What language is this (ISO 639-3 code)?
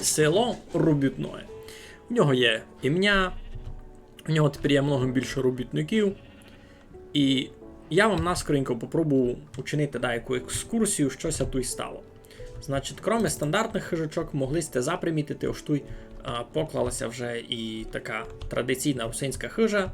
rue